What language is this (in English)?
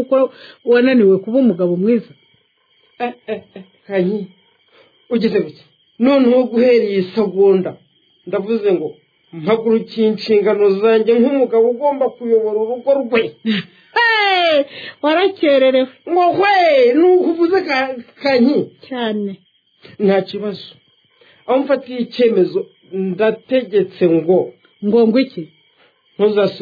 Kinyarwanda